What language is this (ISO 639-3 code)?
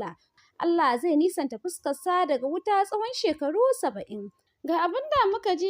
hau